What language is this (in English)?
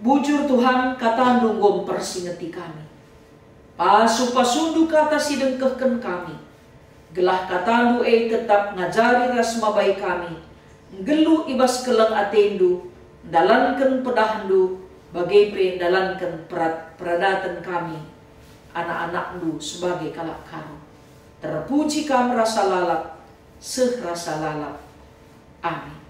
Batak Karo